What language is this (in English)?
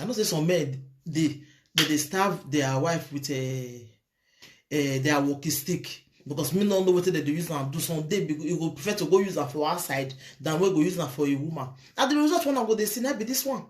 Nigerian Pidgin